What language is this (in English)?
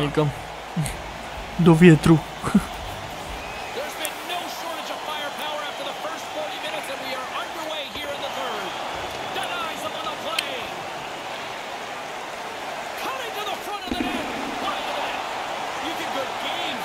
Czech